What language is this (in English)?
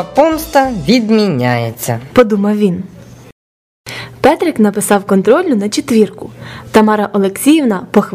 Ukrainian